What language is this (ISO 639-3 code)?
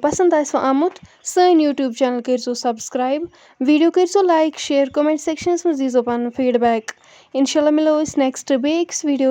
kas